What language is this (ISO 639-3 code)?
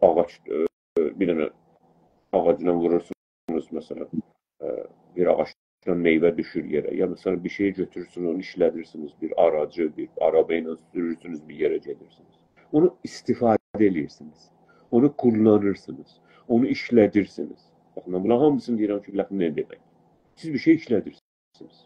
azb